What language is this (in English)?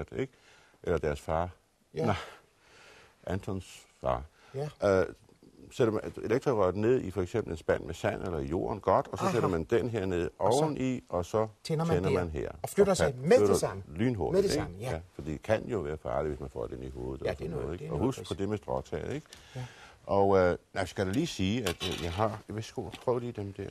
Danish